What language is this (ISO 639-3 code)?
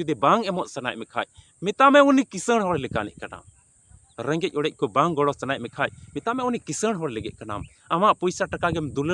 sat